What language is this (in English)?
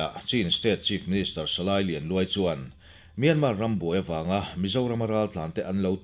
Mizo